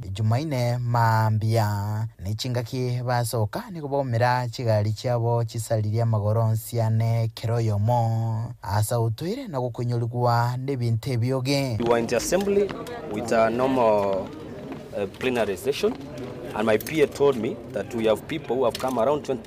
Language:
Gusii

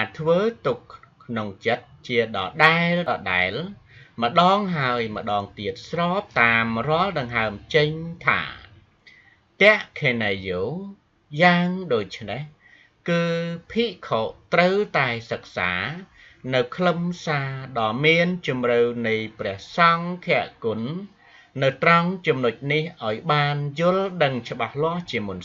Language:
Khmer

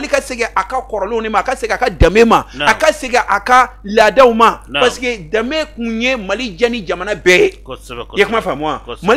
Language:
Bambara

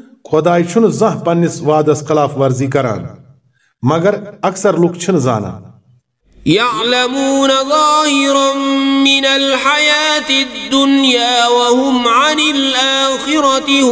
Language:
Kashmiri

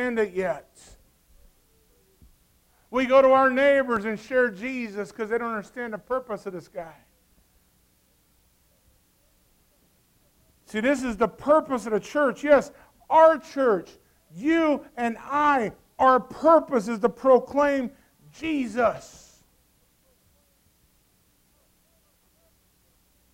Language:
English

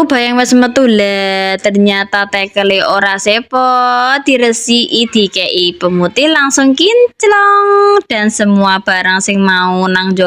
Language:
Javanese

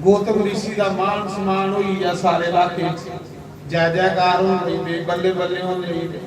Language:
Dogri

